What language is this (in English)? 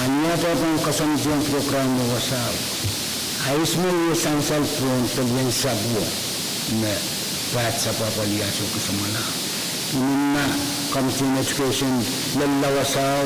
Pohnpeian